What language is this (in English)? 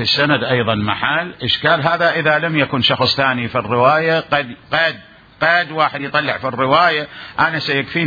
Mesopotamian Arabic